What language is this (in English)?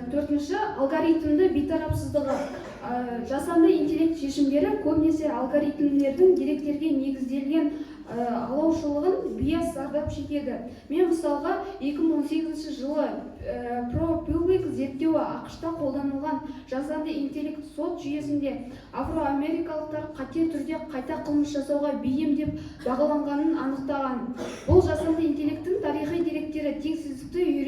Kazakh